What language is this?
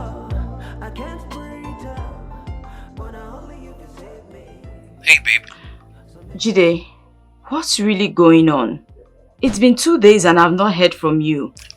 Nigerian Pidgin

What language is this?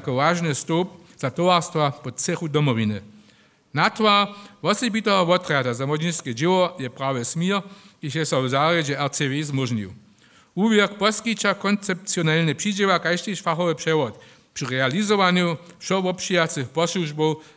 Upper Sorbian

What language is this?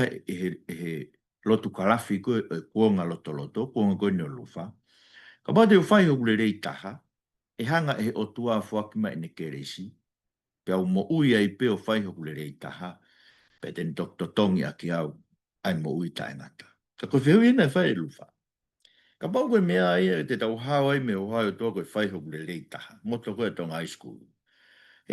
Tongan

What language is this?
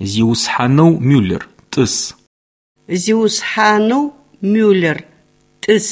Adyghe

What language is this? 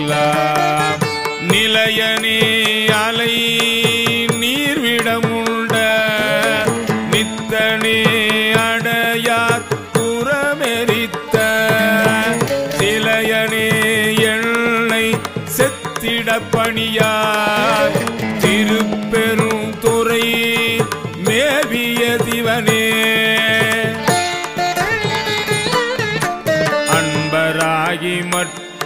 Tamil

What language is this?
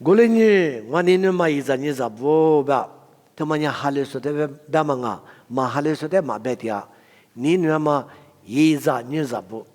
Lisu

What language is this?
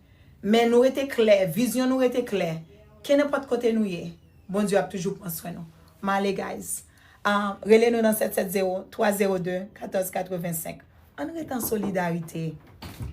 Haitian Creole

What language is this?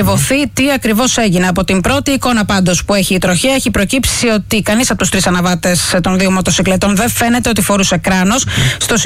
Greek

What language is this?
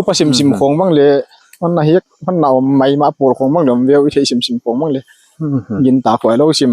Paite Chin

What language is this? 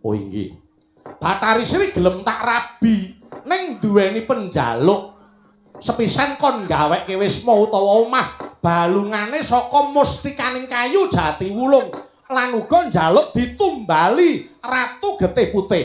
Javanese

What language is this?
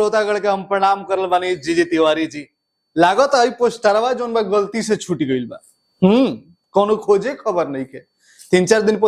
Bhojpuri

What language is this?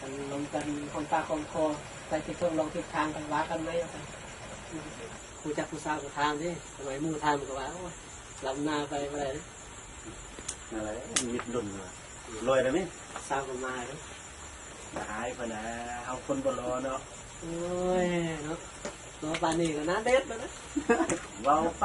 Lao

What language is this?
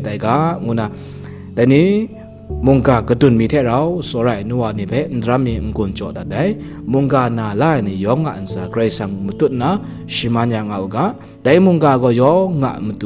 Kachin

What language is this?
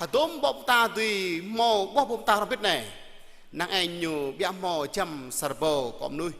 Jarai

